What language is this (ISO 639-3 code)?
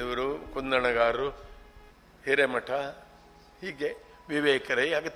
kan